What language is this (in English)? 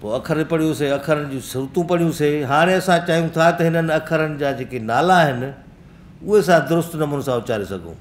Sindhi